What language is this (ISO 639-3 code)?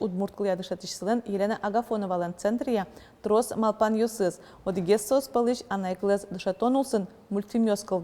udm